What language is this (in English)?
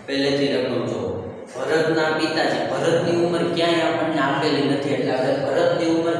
Gujarati